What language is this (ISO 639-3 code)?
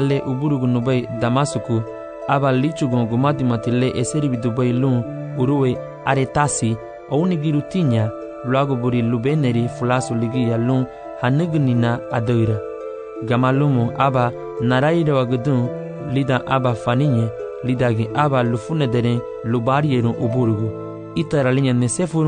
cab